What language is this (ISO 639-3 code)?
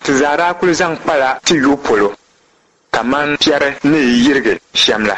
dag